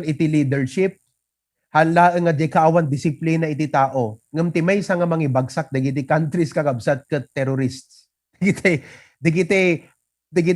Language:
Iloko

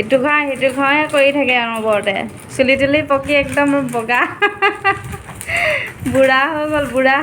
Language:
Assamese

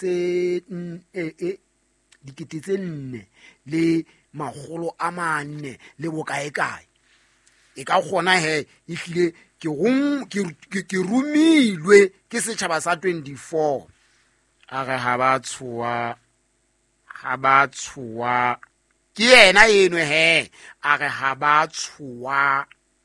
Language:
Southern Sotho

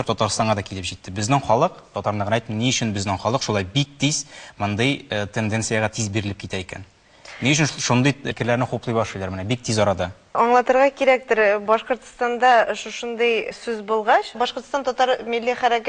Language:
Bashkir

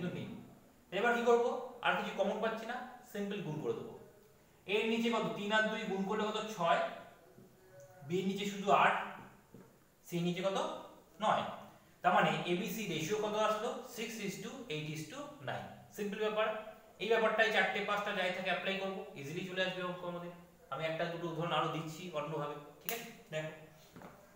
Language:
Bangla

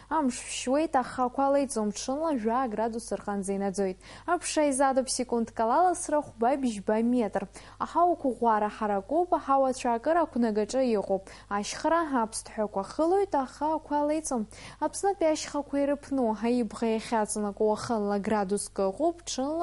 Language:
Abkhazian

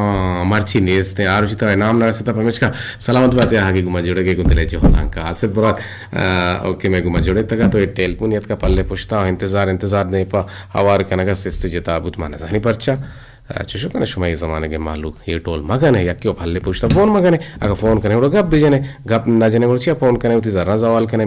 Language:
Eastern Balochi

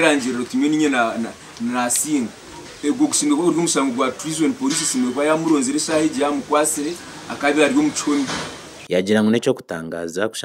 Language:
Nyankole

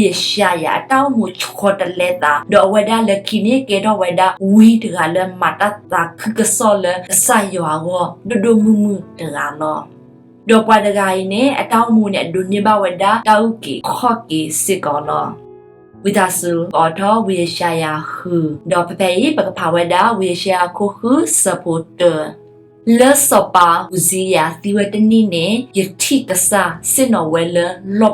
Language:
S'gaw Karen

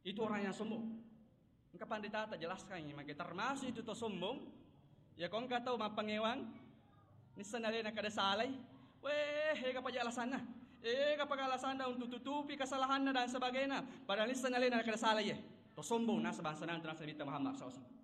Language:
Buginese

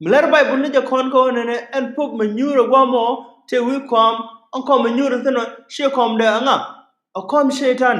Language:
Nuer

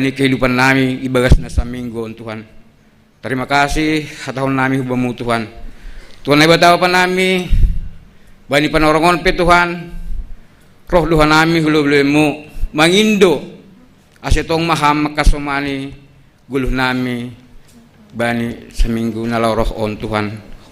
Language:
Batak Simalungun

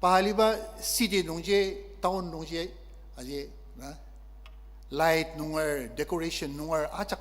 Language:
Ao Naga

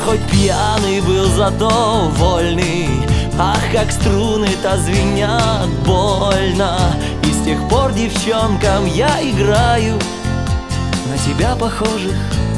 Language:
Russian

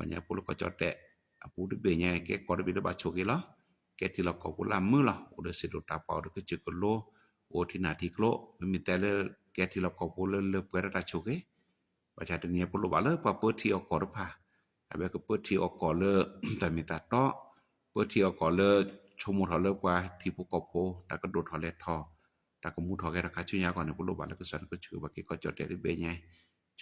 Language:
S'gaw Karen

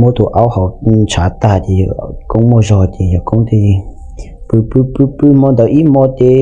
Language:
Hmong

